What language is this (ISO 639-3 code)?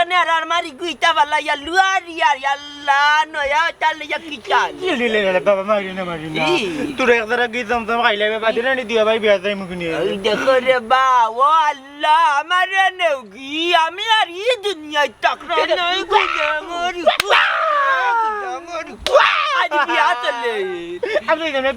syl